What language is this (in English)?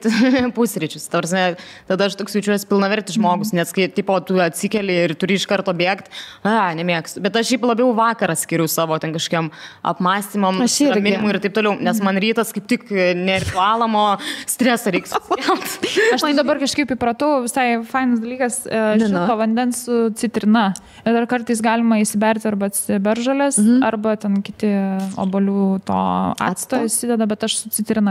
Lithuanian